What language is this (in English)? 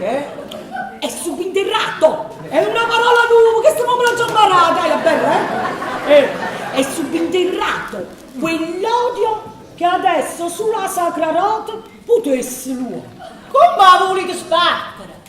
Neapolitan